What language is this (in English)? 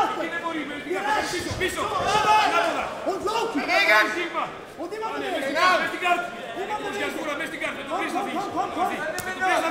Greek